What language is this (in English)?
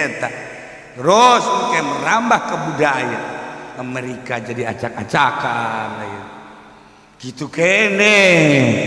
Sundanese